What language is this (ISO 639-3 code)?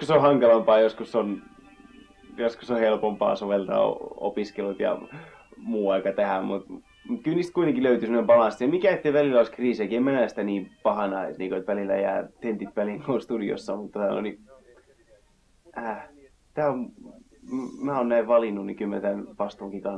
fin